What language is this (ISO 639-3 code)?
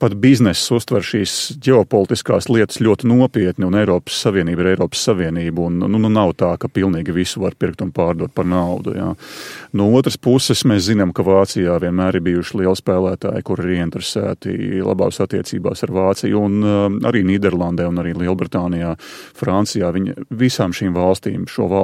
lav